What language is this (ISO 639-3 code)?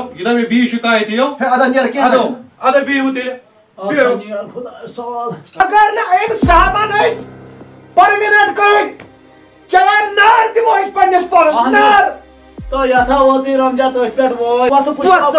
kas